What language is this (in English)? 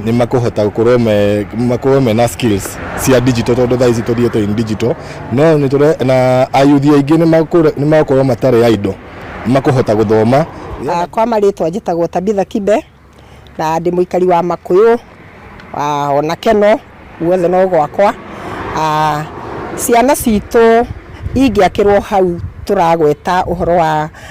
Kikuyu